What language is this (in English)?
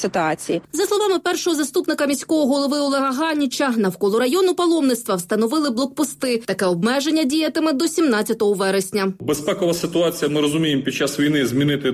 Ukrainian